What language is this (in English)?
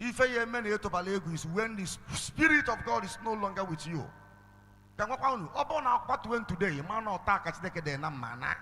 Igbo